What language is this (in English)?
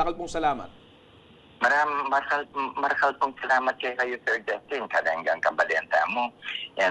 Pampanga